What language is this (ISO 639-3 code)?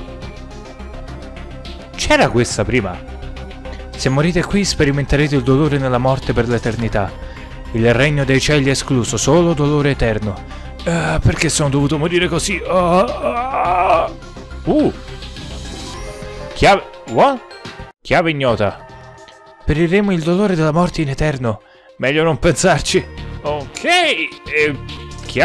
ita